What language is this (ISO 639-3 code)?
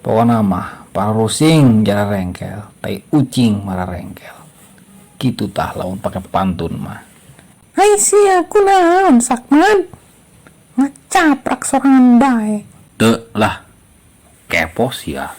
sun